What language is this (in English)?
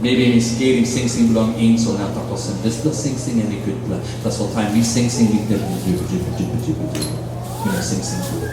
Tok Pisin